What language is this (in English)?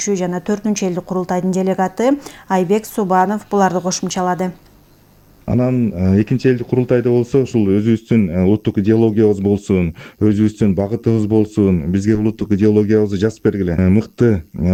Kyrgyz